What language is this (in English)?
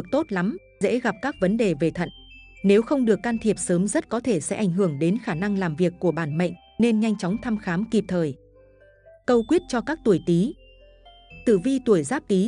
Vietnamese